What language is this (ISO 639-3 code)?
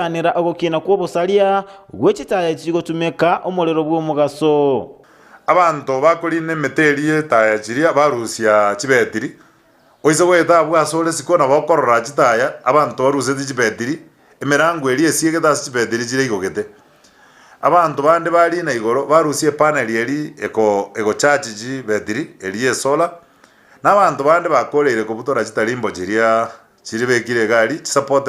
guz